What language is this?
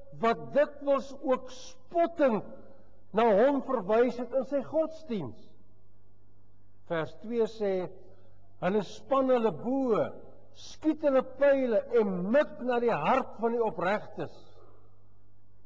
Afrikaans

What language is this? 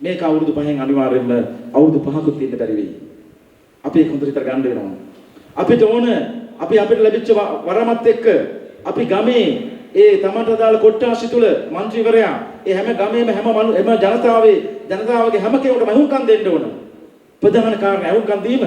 Sinhala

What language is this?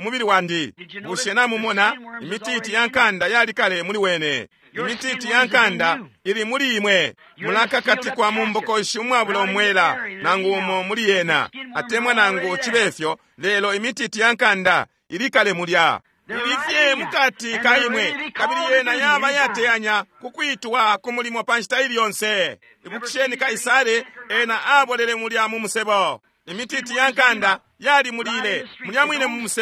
Bemba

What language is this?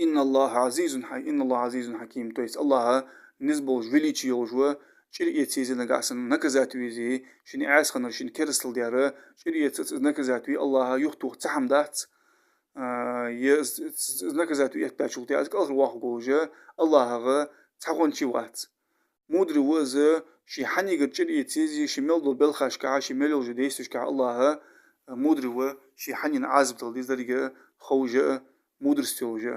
Ingush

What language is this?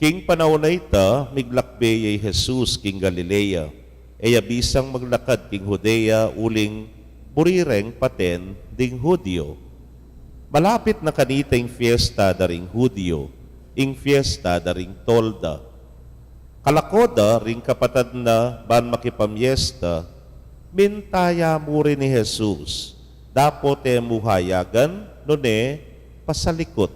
Pampanga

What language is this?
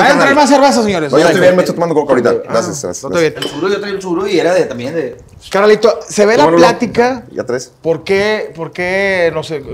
Spanish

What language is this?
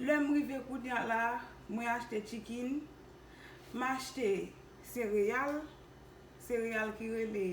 Haitian Creole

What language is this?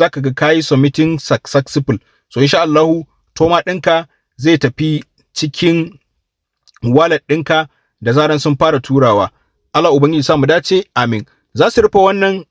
Hausa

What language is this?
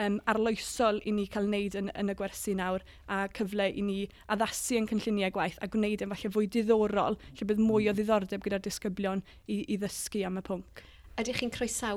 Welsh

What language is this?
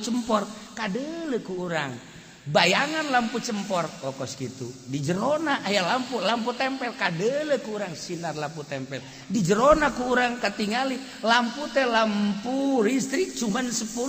Sundanese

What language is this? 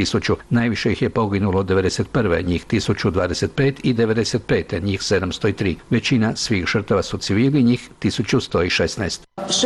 Serbian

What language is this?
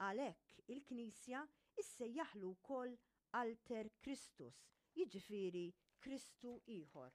Maltese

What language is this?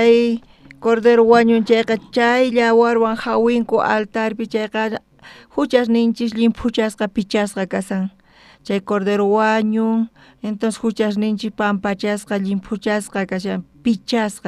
South Bolivian Quechua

